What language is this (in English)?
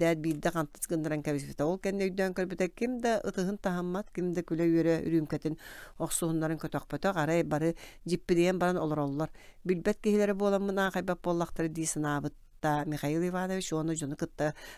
Yakut